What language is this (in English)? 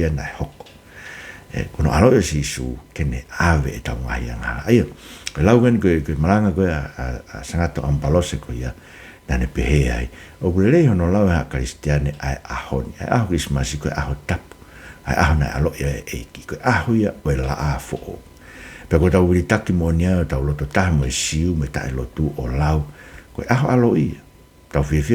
Tongan